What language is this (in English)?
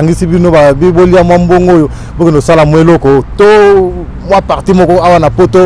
Lingala